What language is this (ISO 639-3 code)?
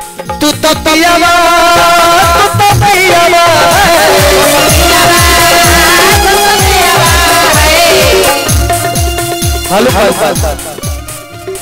bho